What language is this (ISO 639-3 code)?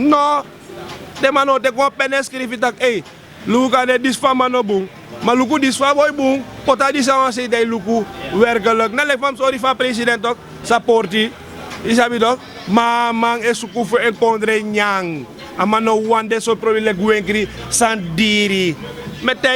srn